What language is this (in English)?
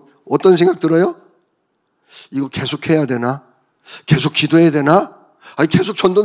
Korean